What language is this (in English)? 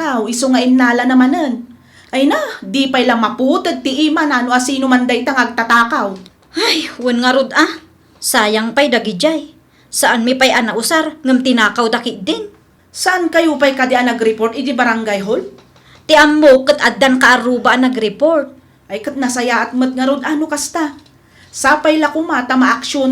Iloko